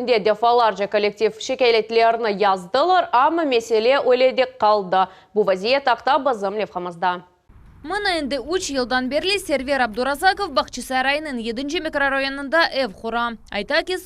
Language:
Crimean Tatar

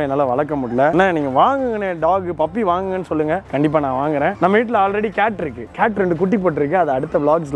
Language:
Tamil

